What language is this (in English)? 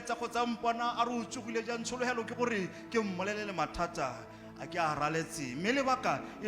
Tswana